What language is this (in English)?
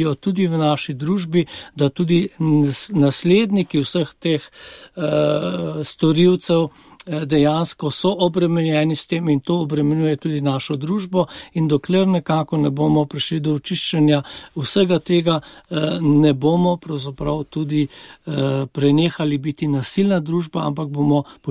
Slovenian